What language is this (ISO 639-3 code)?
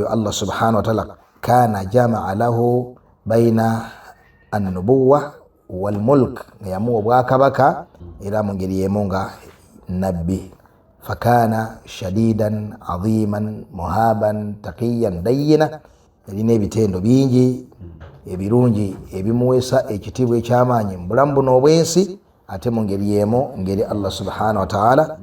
lug